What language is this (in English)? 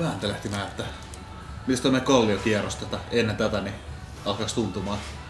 Finnish